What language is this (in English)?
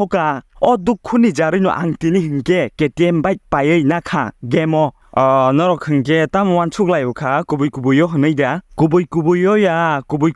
Kok Borok